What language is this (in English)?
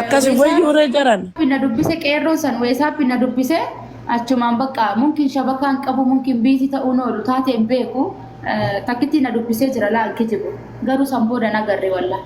Oromo